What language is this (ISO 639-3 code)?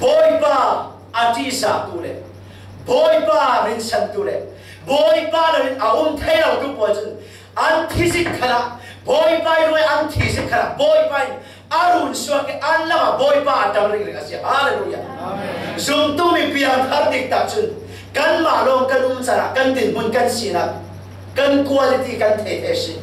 cfm